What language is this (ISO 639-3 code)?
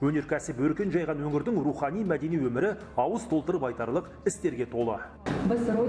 kaz